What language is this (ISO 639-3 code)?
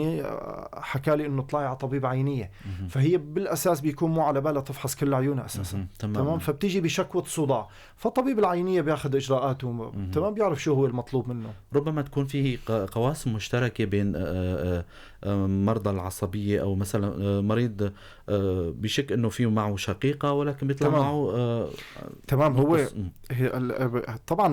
apc